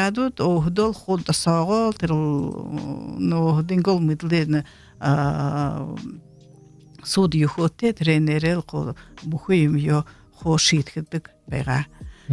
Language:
Buriat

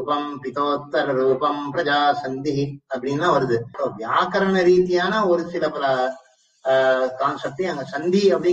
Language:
Tamil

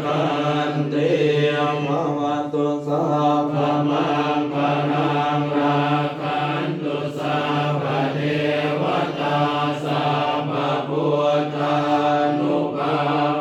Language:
Pali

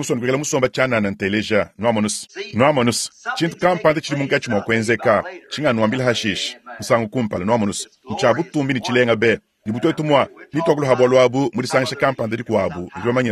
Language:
Luba-Lulua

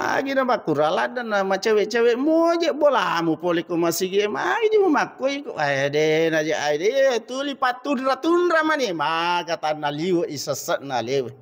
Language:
Buginese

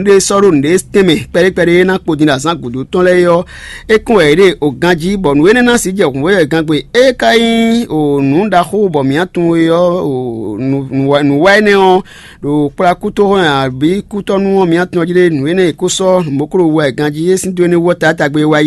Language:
Fon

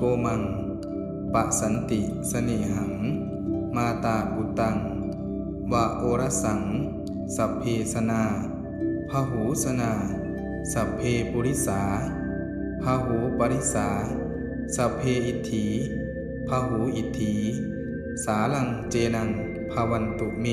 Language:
Pali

